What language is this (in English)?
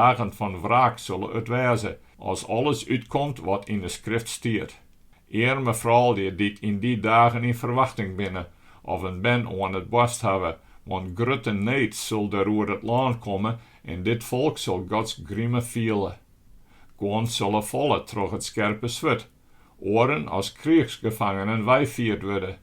Western Frisian